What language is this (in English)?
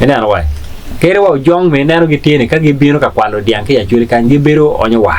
Acoli